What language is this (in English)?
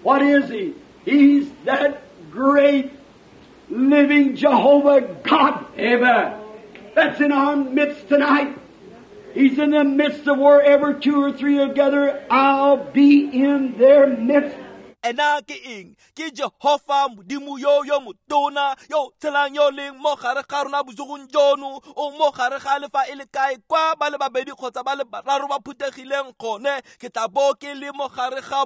Tswana